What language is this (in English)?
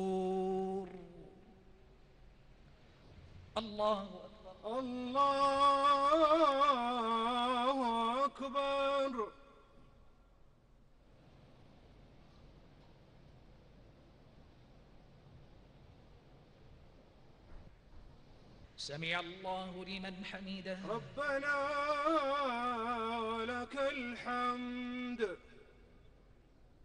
Arabic